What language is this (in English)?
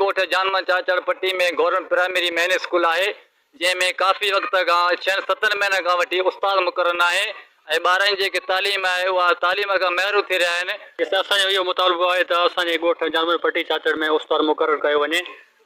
Sindhi